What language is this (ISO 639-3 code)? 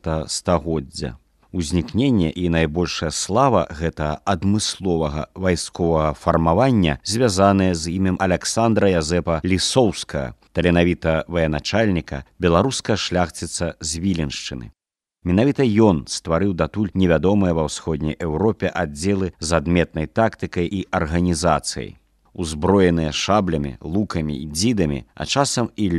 bel